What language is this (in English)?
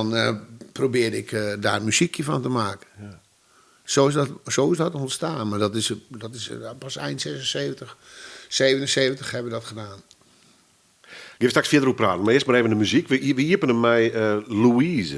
Western Frisian